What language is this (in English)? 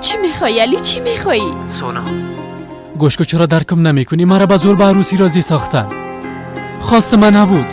Persian